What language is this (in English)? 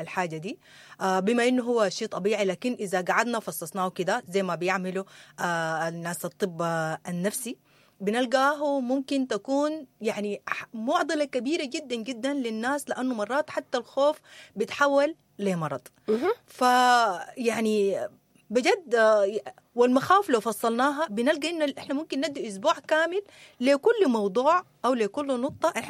Sudanese Arabic